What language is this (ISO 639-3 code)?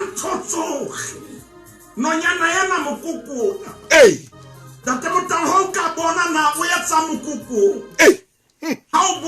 sot